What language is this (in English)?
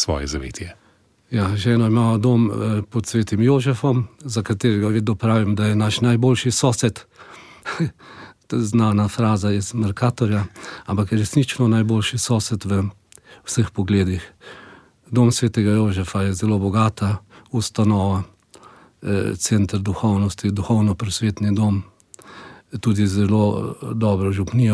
Slovenian